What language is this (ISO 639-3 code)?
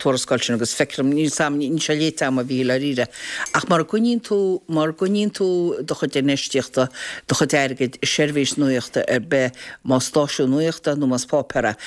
gle